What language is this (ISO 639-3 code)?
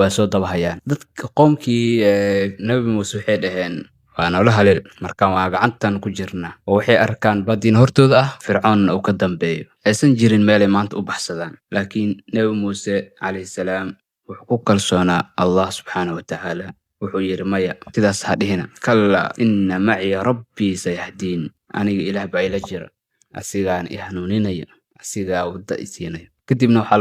som